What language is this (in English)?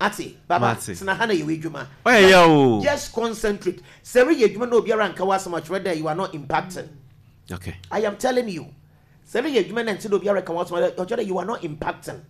Akan